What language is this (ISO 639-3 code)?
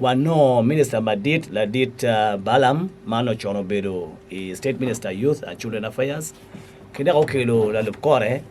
ach